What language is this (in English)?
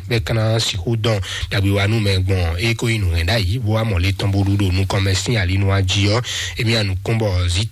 Fon